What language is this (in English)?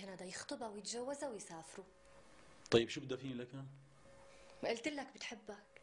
North Levantine Arabic